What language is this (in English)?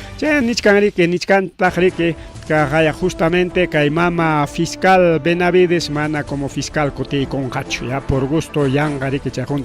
Ayacucho Quechua